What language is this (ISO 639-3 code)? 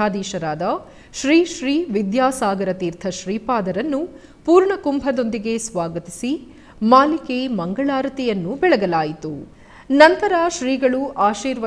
kan